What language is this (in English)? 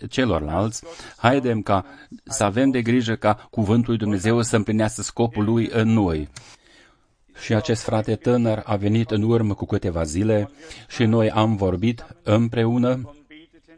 Romanian